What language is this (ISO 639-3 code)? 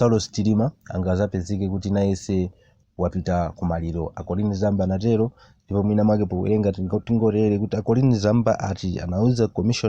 nya